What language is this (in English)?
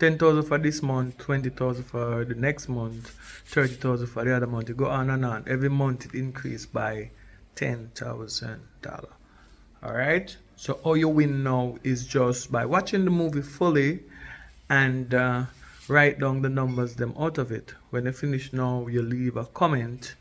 Jamaican Creole English